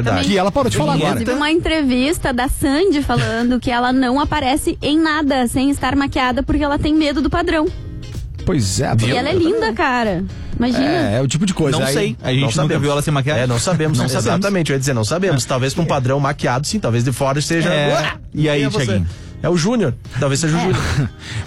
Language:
Portuguese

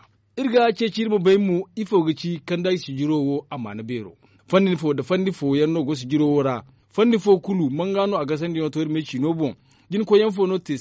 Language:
Zarma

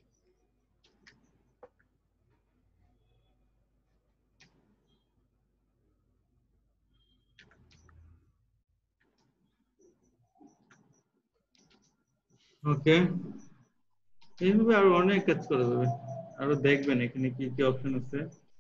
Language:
Bangla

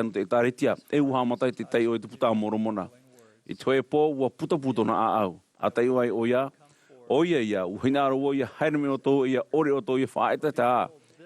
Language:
Tahitian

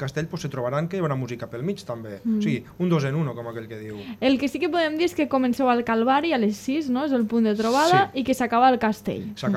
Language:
Catalan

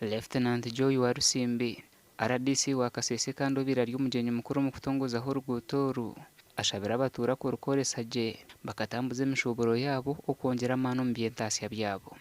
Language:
Nyankole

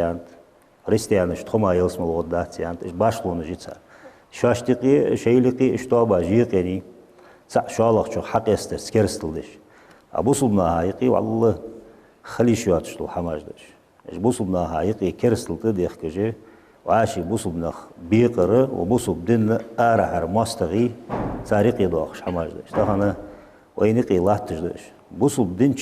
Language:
Ingush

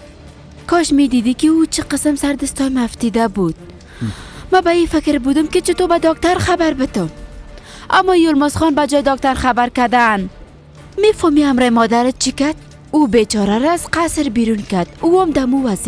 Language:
Persian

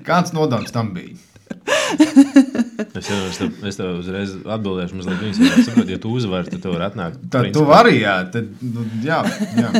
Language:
Latvian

